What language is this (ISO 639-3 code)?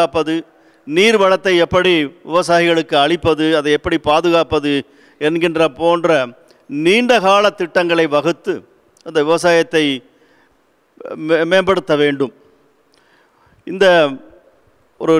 tam